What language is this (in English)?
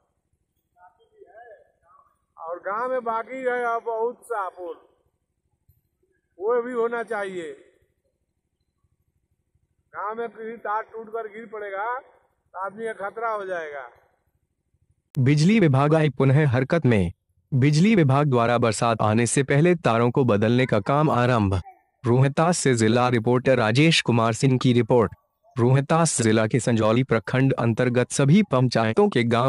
Hindi